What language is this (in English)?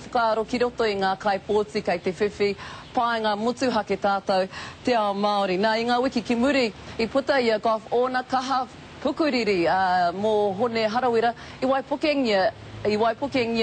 Māori